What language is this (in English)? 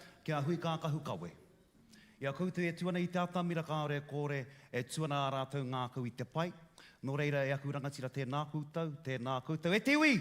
Māori